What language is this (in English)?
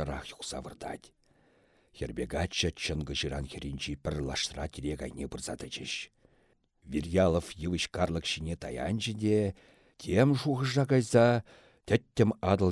Chuvash